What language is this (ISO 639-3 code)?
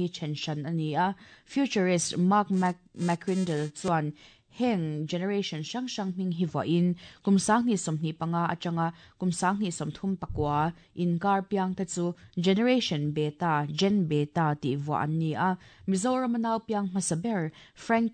lus